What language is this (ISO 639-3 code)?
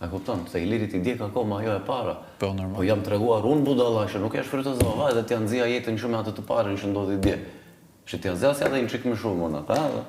sqi